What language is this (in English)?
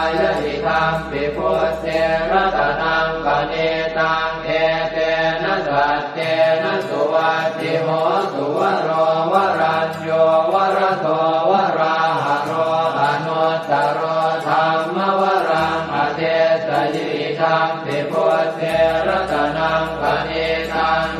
Pali